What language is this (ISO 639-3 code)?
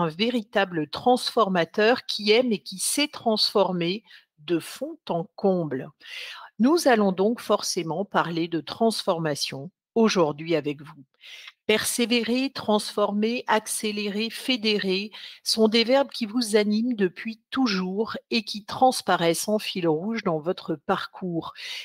fra